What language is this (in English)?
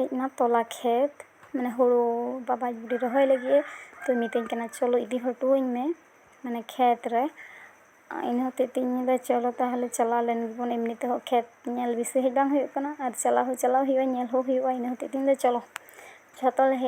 Santali